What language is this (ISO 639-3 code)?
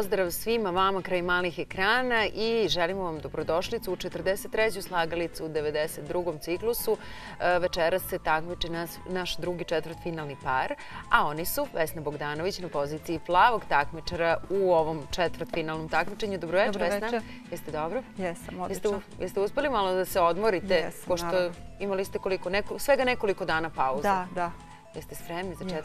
srp